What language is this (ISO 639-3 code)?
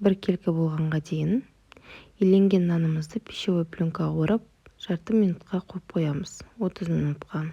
kaz